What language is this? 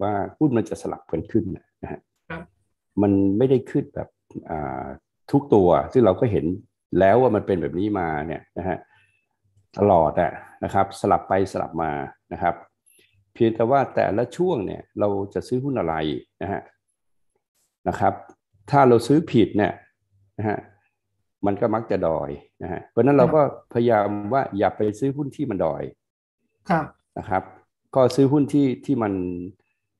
Thai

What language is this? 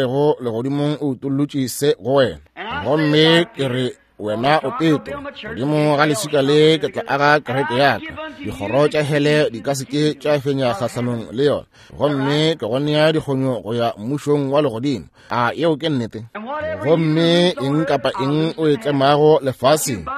Northern Sotho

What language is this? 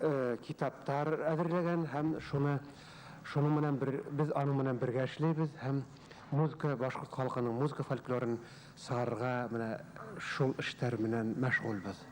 Bashkir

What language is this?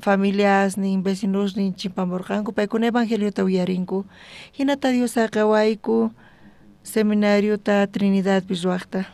South Bolivian Quechua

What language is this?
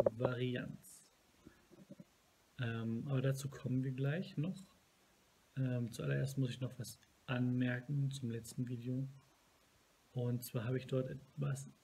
German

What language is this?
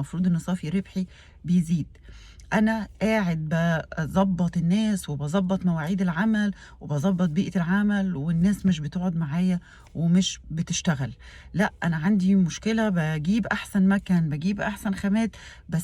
Egyptian Arabic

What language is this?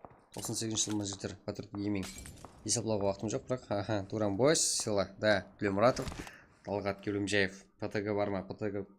Kara-Kalpak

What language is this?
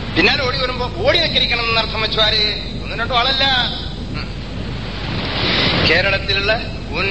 Malayalam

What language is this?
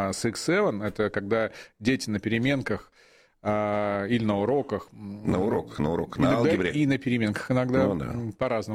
Russian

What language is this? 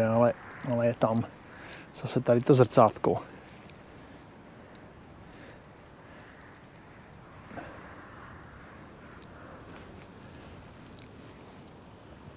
Czech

